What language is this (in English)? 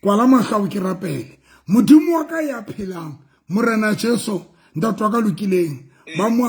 Southern Sotho